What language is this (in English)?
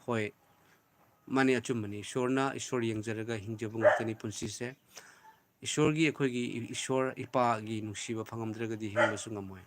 Manipuri